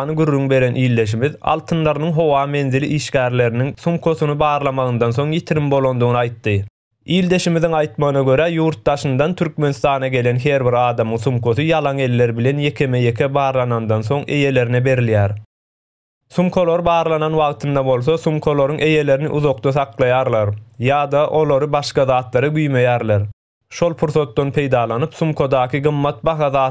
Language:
Turkmen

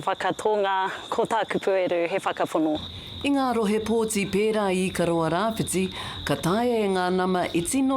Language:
Māori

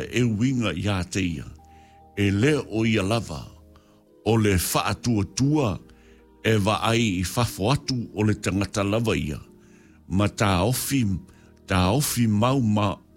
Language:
Samoan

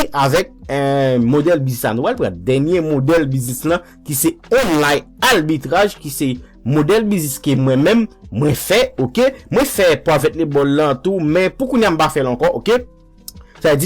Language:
Haitian Creole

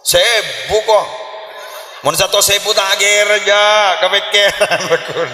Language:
Madurese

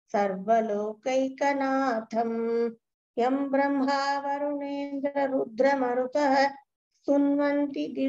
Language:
Sanskrit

